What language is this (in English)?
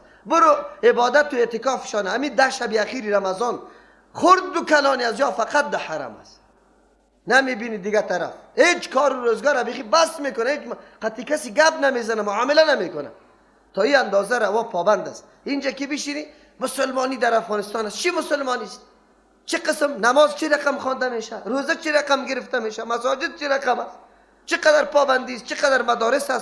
Persian